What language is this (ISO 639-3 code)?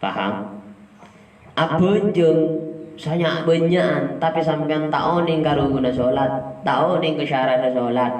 mad